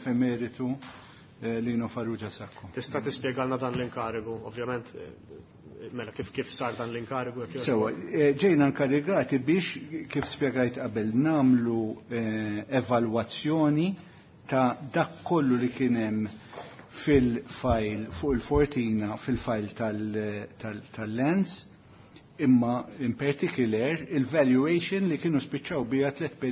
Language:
Maltese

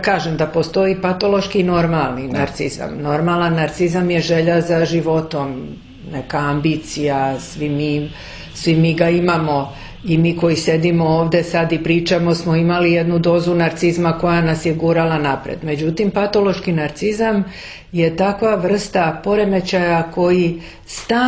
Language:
Serbian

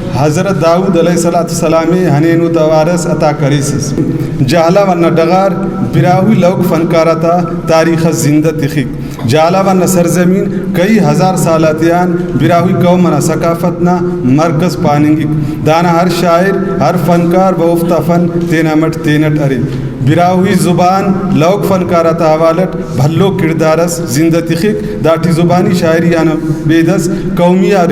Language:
Brahui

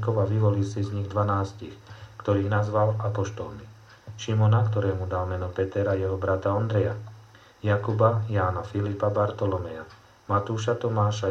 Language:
Slovak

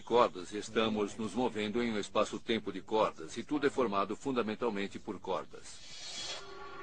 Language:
Portuguese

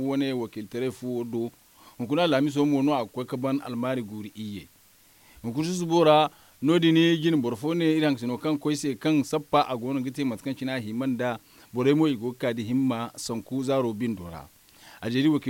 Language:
Zarma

